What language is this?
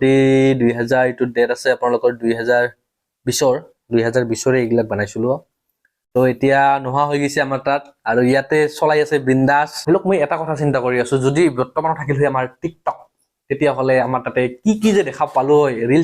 Assamese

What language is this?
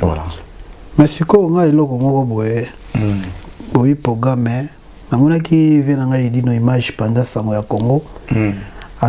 Lingala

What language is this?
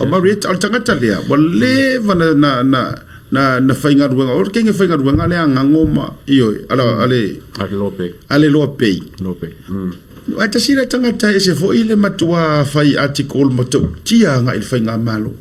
Samoan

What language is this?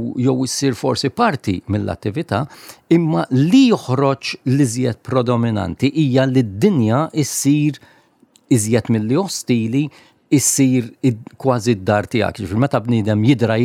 Maltese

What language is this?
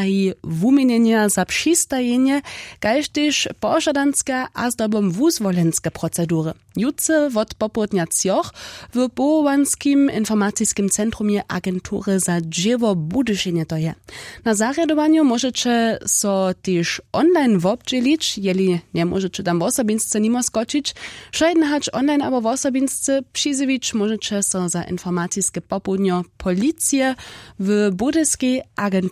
Upper Sorbian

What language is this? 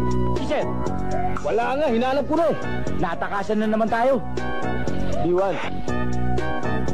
Filipino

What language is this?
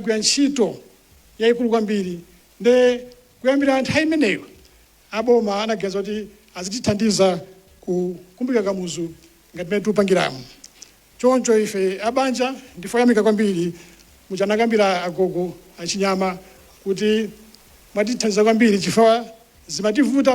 Nyanja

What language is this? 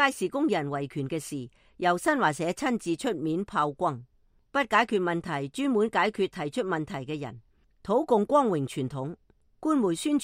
Cantonese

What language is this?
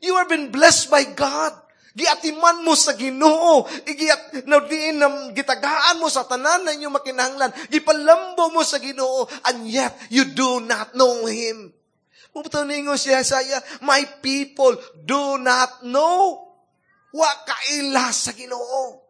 Cebuano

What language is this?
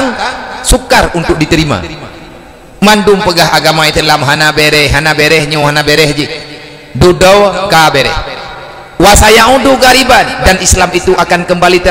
Achinese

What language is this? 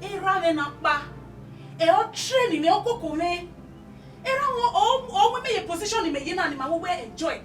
Bini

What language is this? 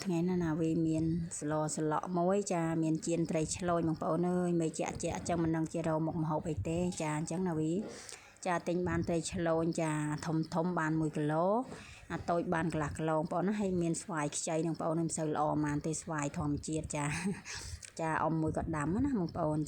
Khmer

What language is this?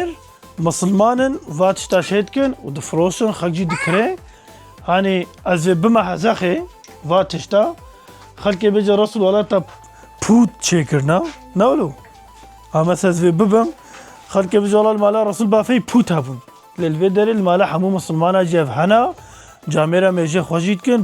Kurdish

